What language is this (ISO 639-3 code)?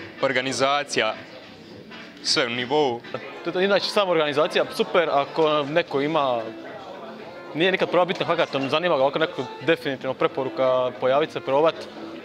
hrv